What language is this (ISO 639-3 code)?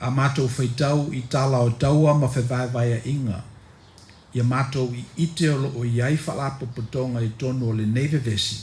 smo